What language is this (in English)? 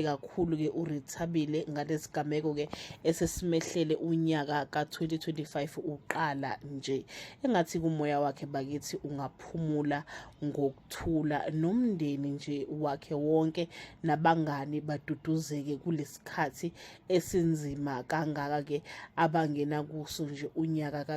Zulu